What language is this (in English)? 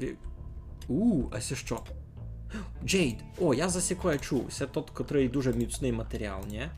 Rusyn